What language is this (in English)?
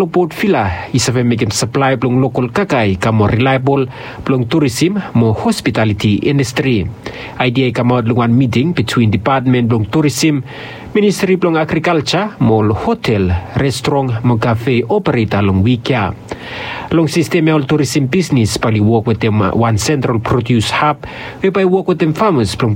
Bislama